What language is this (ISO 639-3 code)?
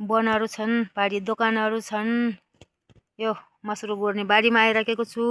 nep